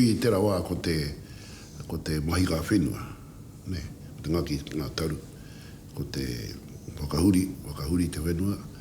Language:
Māori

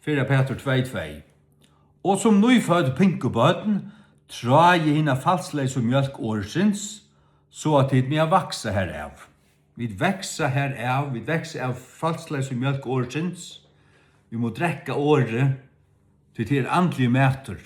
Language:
Faroese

